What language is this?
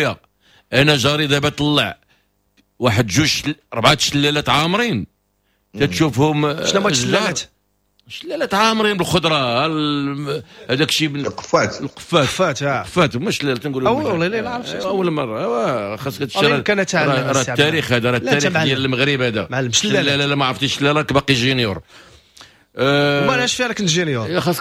Moroccan Arabic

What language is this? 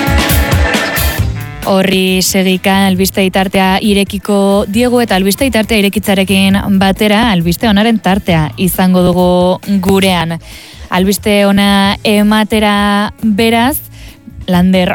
Basque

